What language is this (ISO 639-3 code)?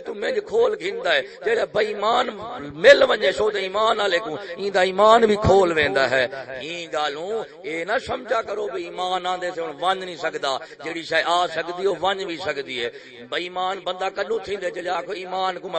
skr